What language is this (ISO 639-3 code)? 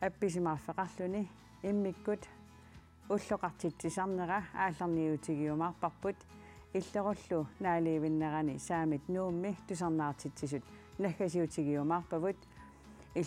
kal